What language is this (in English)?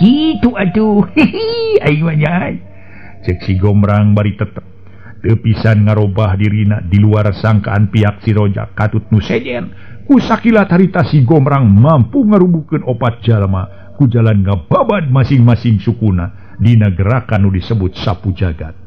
Sundanese